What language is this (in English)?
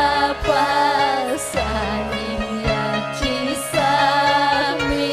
Ayacucho Quechua